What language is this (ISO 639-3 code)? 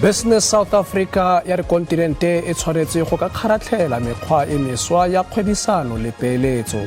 tsn